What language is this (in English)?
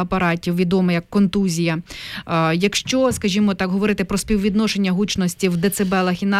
Ukrainian